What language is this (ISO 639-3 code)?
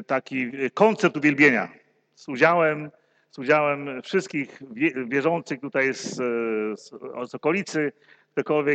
pol